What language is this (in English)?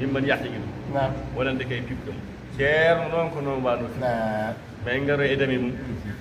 Fula